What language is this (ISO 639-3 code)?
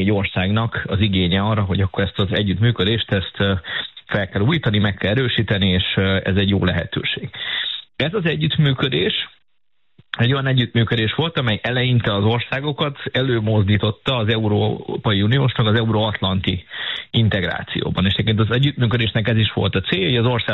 hun